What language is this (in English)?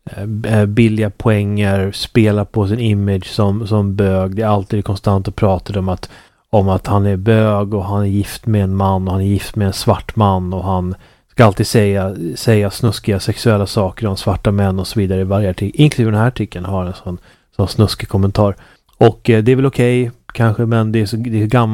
Swedish